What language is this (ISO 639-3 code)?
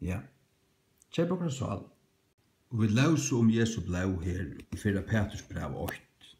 fao